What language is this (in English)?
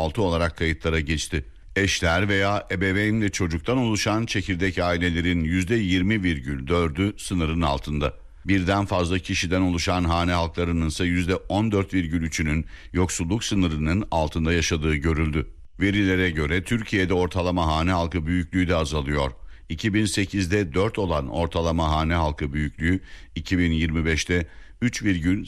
Turkish